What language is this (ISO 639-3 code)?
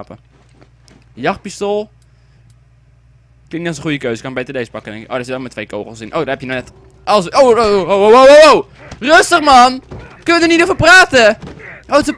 nld